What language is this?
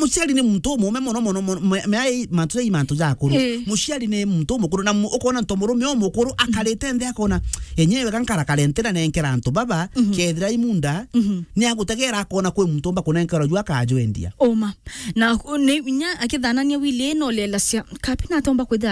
Meru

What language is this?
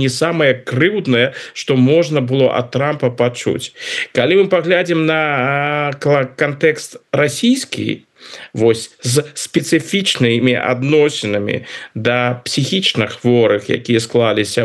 Belarusian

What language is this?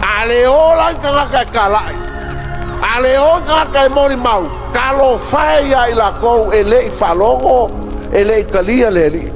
Samoan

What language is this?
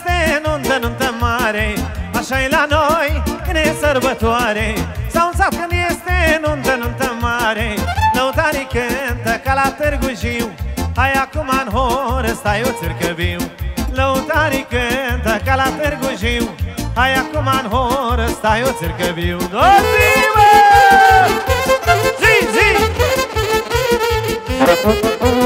Romanian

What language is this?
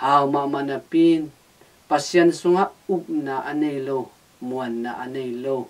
Tedim Chin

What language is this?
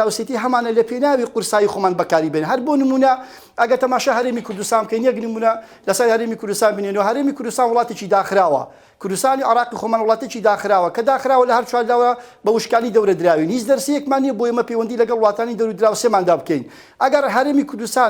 Central Kurdish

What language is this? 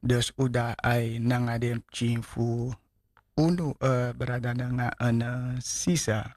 Sranan Tongo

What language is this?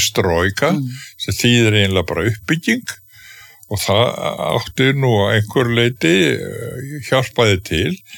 Icelandic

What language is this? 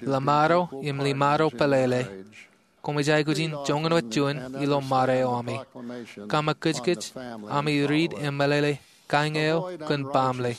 Marshallese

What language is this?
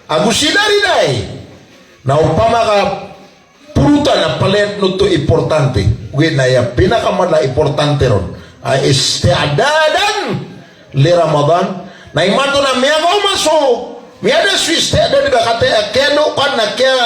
Maranao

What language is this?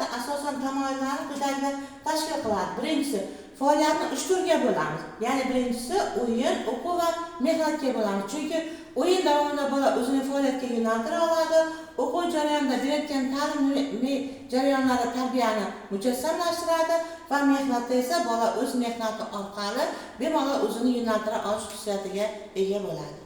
Uzbek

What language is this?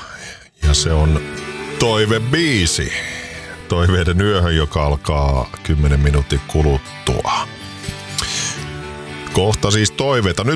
Finnish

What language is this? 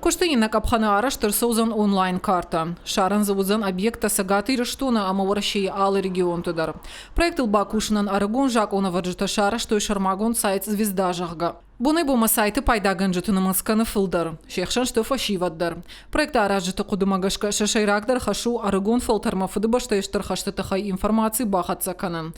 Ossetic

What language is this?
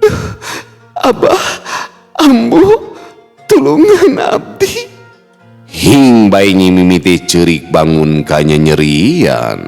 Sundanese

